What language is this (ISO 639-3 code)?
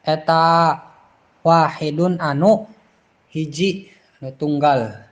sun